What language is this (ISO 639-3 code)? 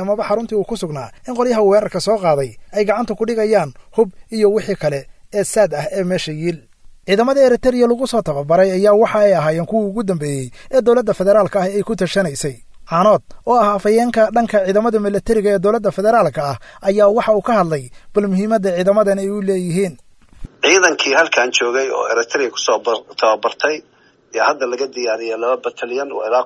som